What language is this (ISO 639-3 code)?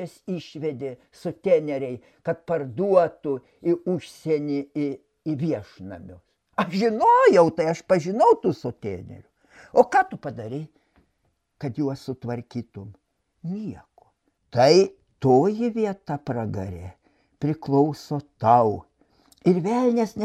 lit